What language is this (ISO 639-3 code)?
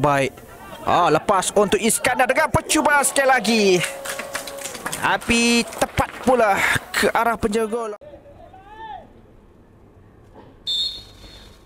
msa